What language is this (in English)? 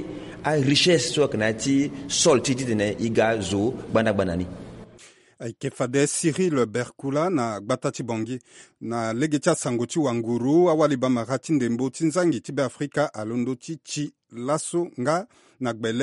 Sango